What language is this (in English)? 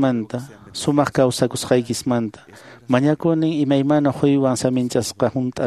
Quechua